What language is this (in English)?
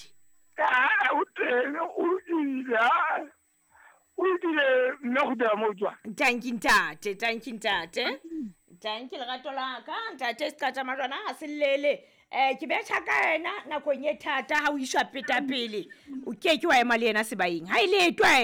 Southern Sotho